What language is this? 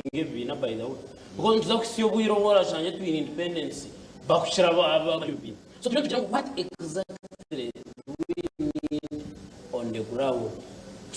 Nyankole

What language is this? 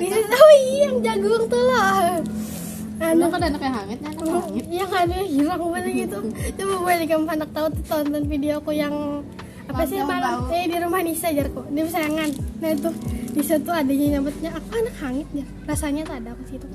Banjar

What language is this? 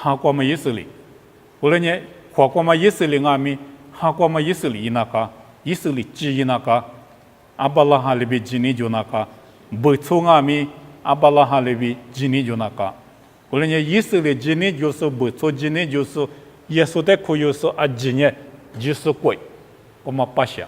Lisu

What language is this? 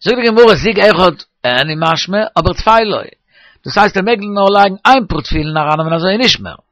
Yiddish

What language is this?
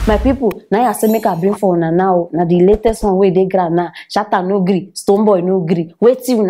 Nigerian Pidgin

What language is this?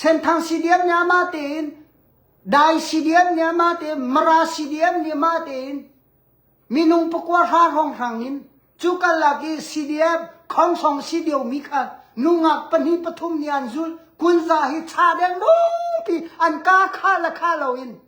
Hakha Chin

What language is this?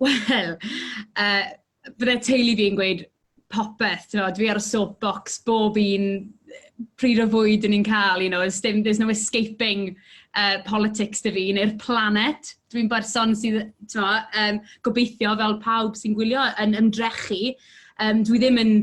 Welsh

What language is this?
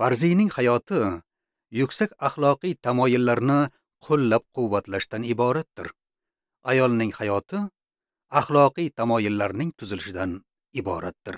Uzbek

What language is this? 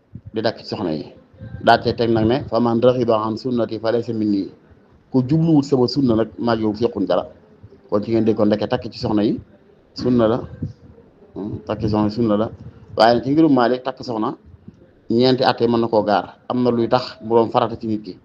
Wolof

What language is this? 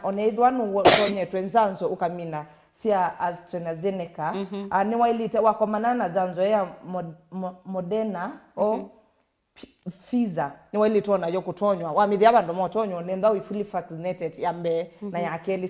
Kamba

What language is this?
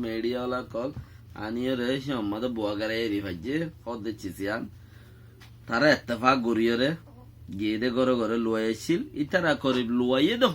Rohingya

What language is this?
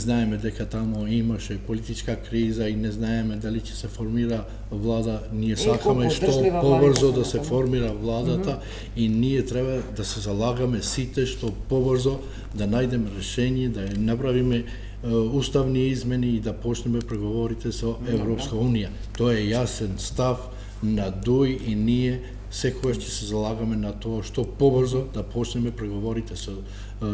Macedonian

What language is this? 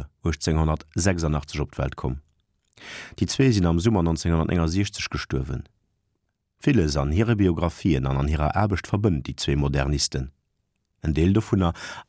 Luxembourgish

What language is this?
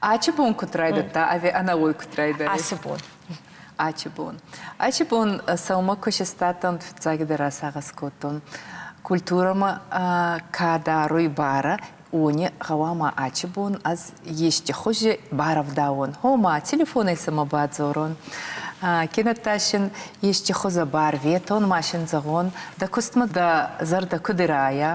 Ossetic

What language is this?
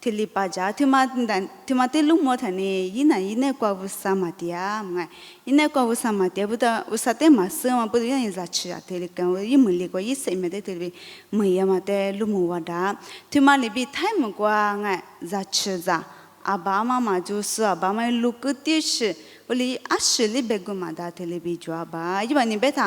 Lisu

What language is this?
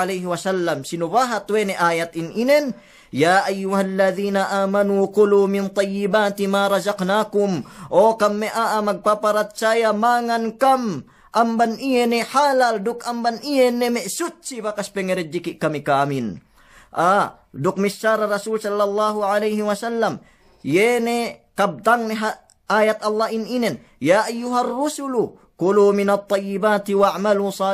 Yakan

